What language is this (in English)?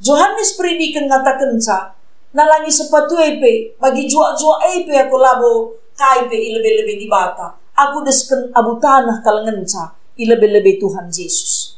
Batak Karo